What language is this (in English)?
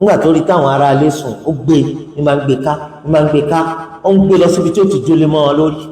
Yoruba